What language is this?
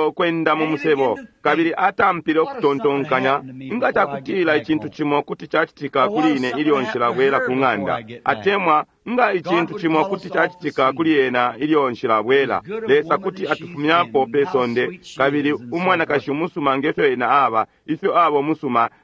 Bemba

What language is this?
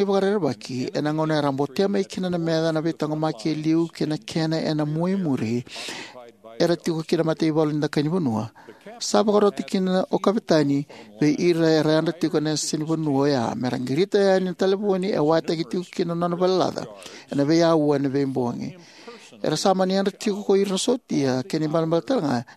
Fijian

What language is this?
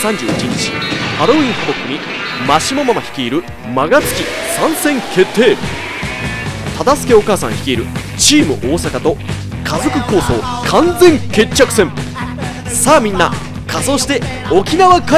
Japanese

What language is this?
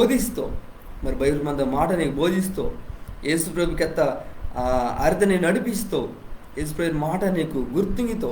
Koya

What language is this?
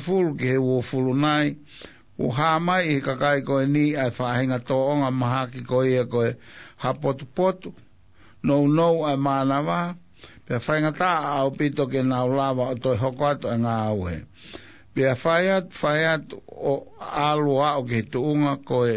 Tongan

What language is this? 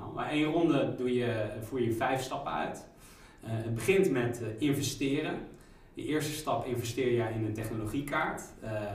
Dutch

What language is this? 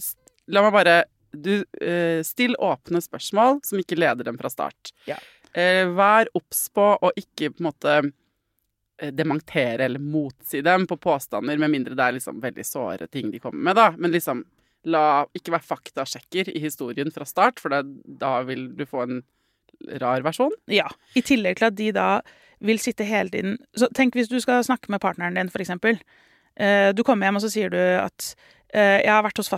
Norwegian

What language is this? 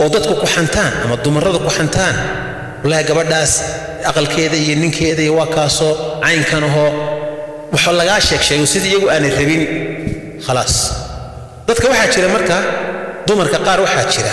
Somali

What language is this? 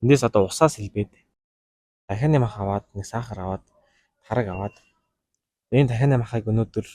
Mongolian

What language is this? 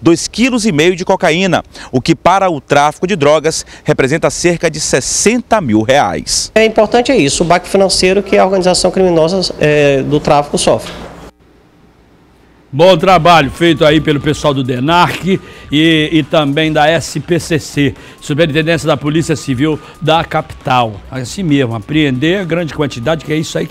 Portuguese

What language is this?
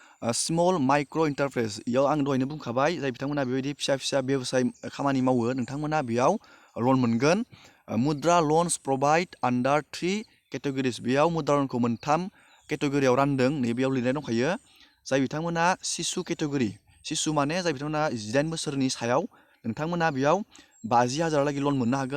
Bodo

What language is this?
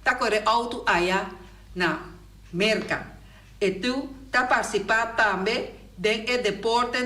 Papiamento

